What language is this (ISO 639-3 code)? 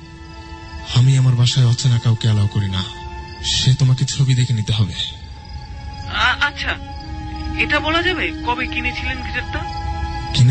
ben